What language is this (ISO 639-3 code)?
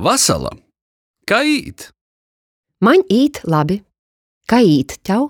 ltg